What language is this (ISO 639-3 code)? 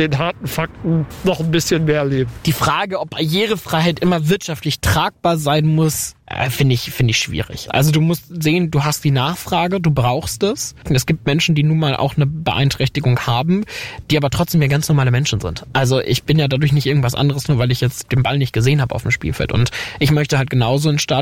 deu